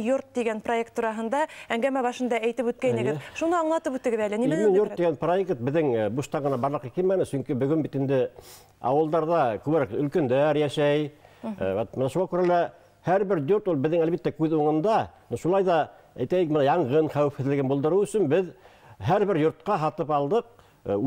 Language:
Bashkir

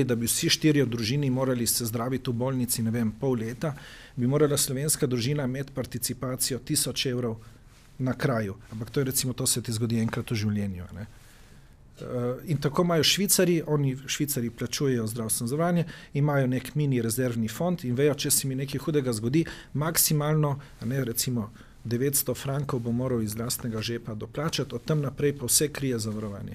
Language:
Slovenian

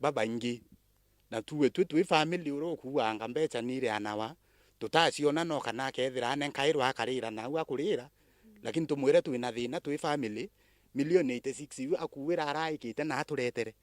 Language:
Meru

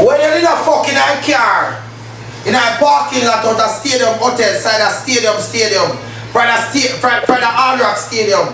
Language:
Jamaican Creole English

